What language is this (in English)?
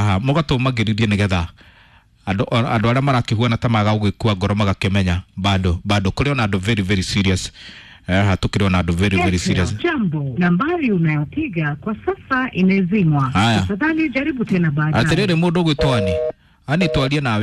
Kikuyu